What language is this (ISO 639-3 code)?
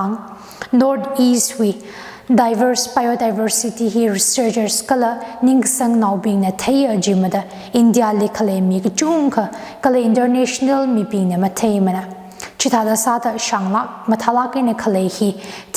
nmf